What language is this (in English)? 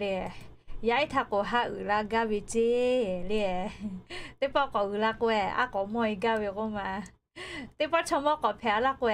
Lahu